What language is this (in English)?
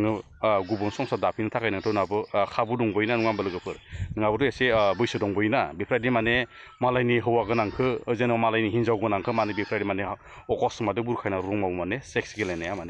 Bodo